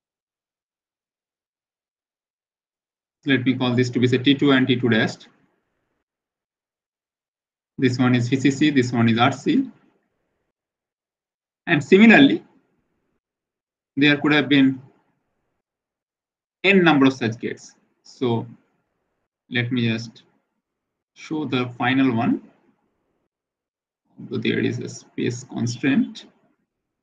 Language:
English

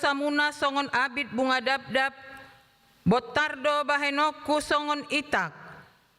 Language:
Batak Toba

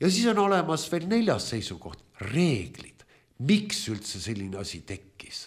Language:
Estonian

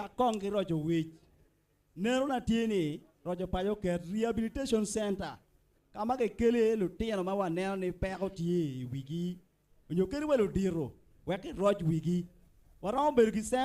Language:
Acoli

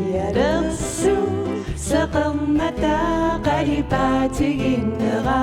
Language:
Kalaallisut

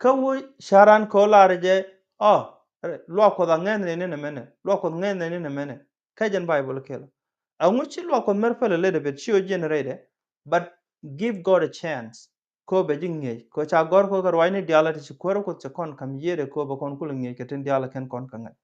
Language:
Nuer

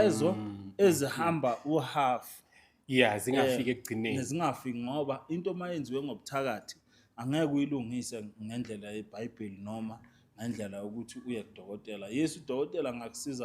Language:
Zulu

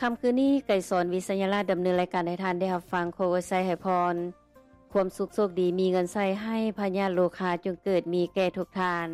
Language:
Lao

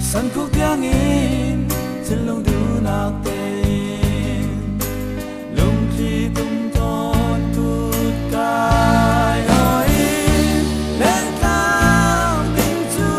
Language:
Falam Chin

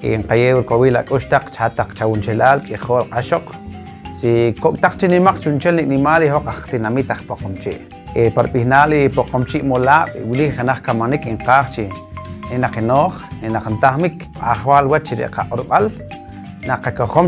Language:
Poqomchi'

